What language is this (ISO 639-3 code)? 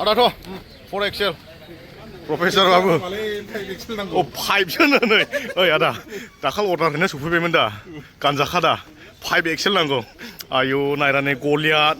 brx